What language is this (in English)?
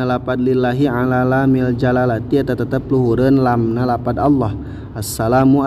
Sundanese